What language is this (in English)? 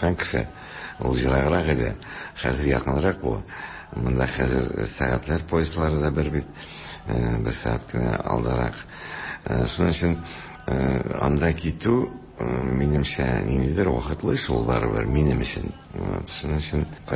Tatar